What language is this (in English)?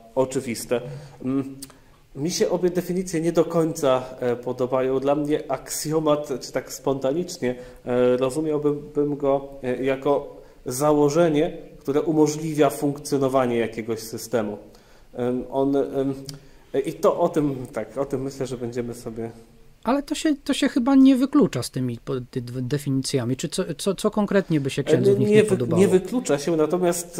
Polish